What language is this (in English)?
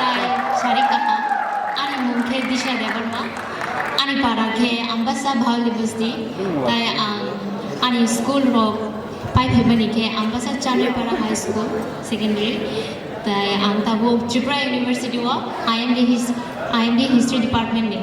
Kok Borok